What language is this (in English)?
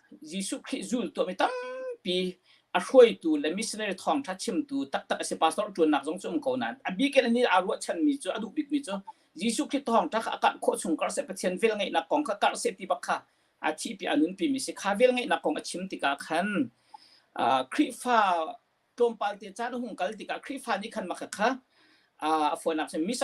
Hakha Chin